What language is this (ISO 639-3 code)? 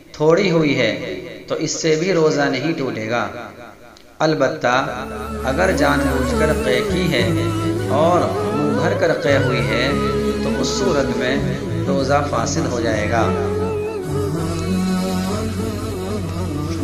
urd